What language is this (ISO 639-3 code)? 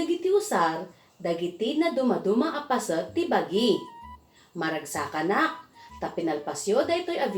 ilo